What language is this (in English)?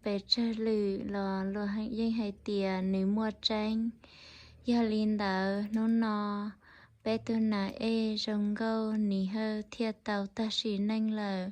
Hmong